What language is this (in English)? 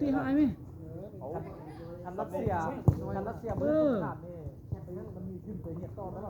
Lao